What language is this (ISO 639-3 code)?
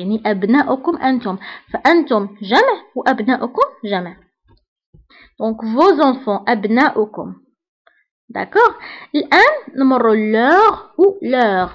ary